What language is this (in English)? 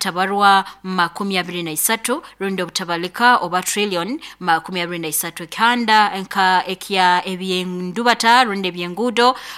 Nyankole